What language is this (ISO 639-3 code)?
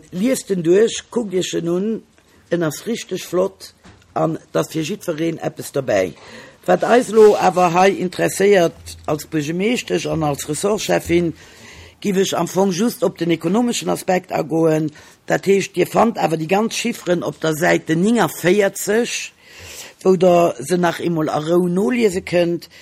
ltz